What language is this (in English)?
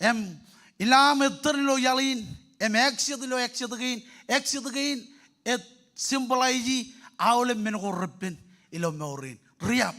Marshallese